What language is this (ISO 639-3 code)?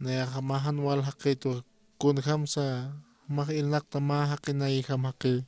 aym